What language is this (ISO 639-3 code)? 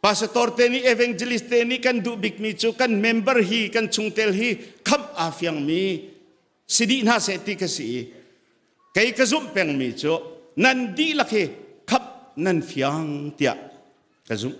cnh